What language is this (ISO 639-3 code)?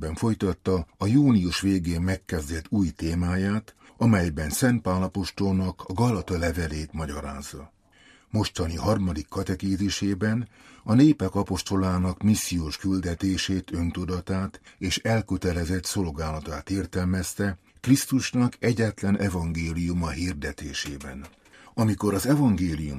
hun